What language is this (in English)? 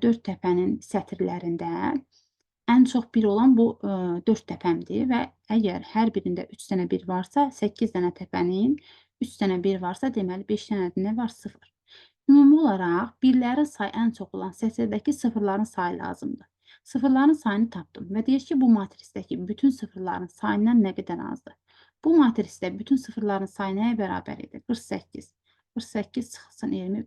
Azerbaijani